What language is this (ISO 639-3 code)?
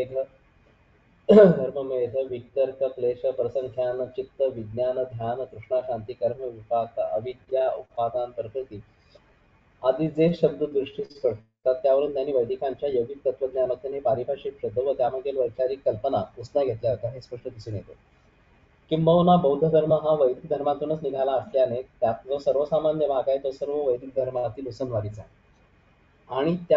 mar